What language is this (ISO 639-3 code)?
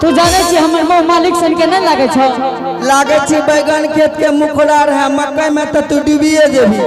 anp